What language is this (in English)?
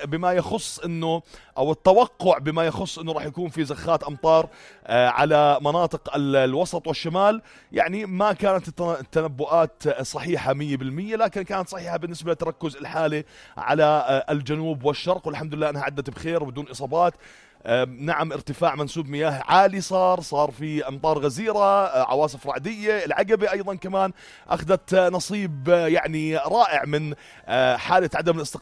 North Levantine Arabic